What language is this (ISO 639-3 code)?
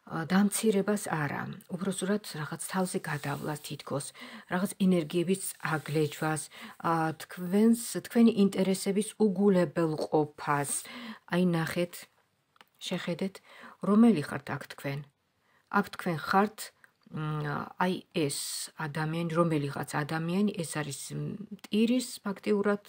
kat